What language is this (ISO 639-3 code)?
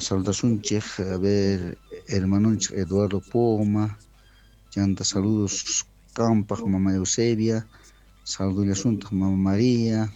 quh